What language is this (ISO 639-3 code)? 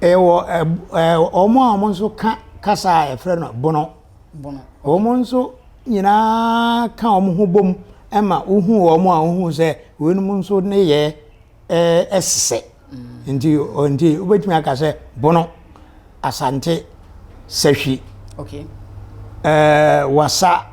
aka